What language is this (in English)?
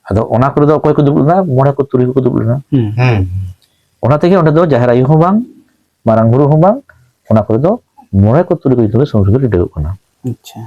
Santali